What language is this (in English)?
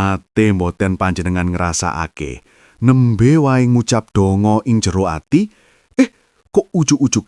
Javanese